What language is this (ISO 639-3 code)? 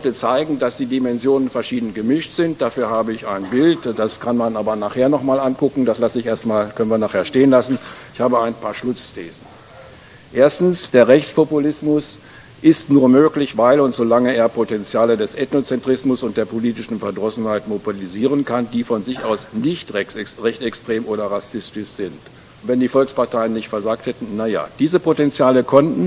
deu